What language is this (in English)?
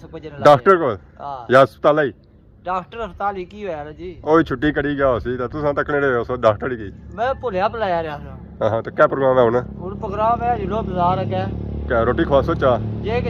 Pahari-Potwari